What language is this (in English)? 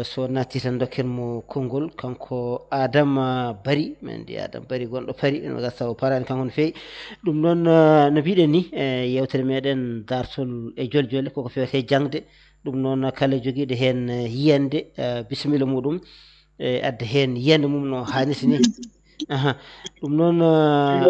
Fula